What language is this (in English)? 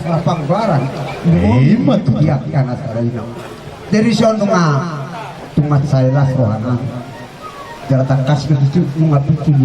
Batak Toba